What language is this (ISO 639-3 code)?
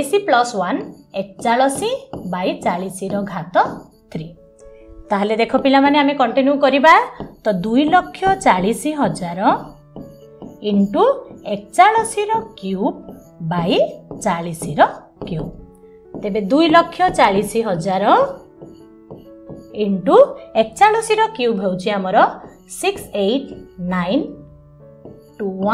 ori